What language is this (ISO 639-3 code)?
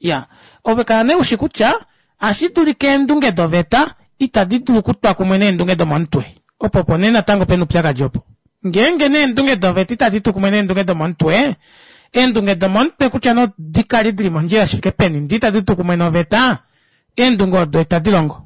kua